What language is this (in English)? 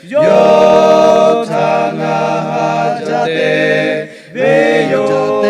Lahu